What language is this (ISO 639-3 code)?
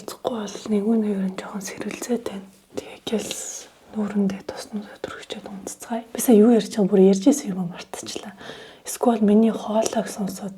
mon